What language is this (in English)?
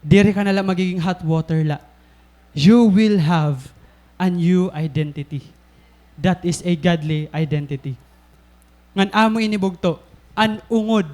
Waray